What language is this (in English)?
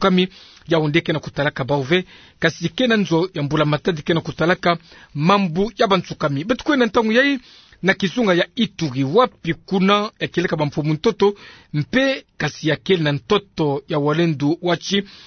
Kituba (Democratic Republic of Congo)